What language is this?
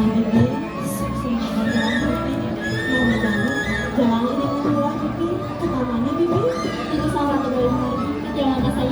Balinese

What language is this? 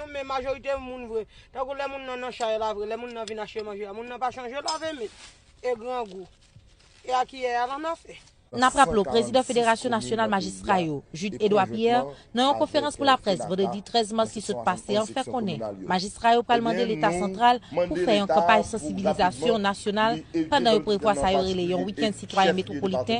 Haitian Creole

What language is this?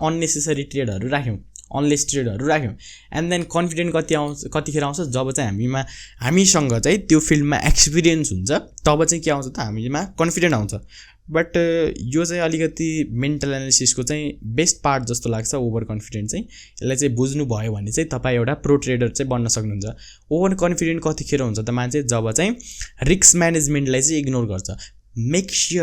Nepali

